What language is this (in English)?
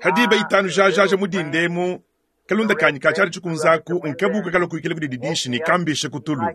Luba-Lulua